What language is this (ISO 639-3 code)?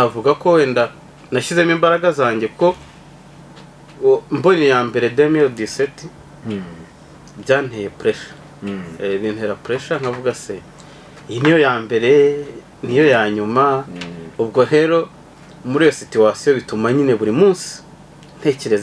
kin